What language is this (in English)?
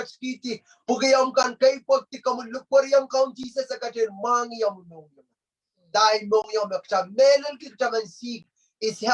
Pohnpeian